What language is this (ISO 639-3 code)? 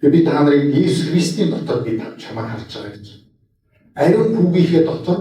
mon